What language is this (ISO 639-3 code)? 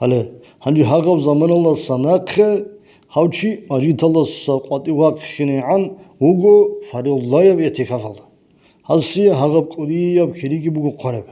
ava